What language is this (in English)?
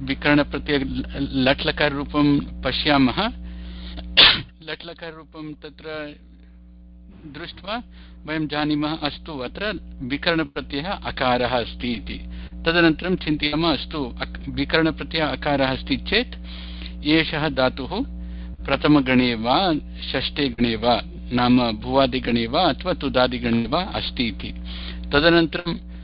Sanskrit